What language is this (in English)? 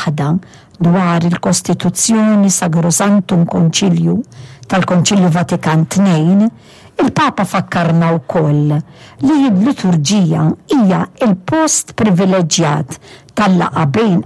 Maltese